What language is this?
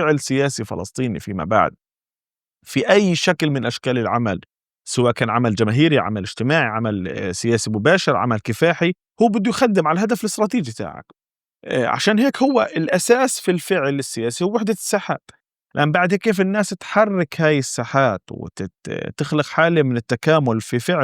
North Levantine Arabic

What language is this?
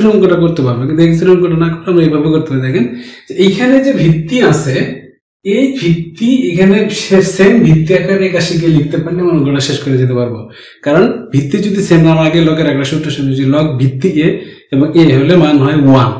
Bangla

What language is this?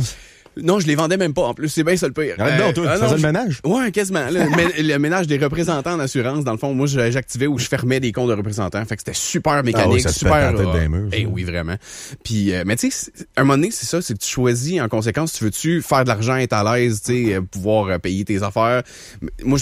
French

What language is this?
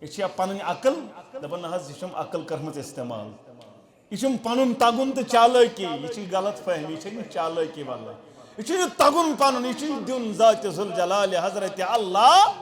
Kashmiri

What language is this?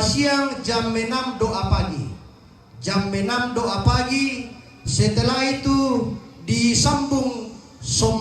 Toraja-Sa'dan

